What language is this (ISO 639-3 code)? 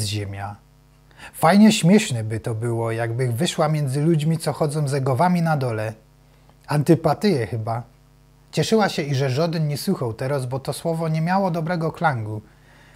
szl